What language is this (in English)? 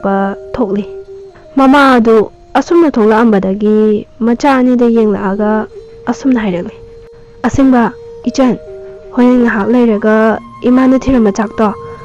Manipuri